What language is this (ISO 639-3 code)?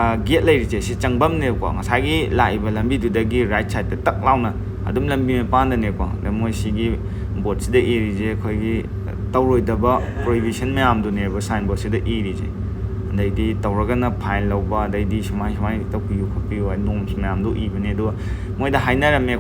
mni